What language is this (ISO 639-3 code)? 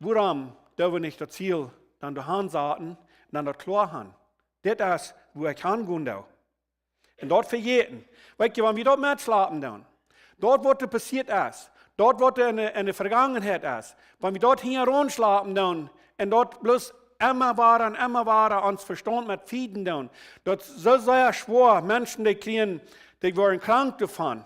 pdt